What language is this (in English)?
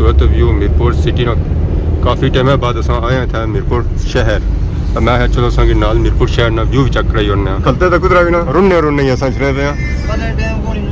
Pahari-Potwari